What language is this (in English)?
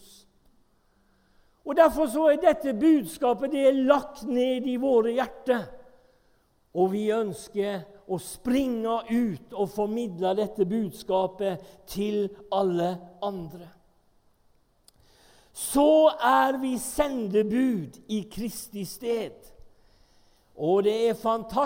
Norwegian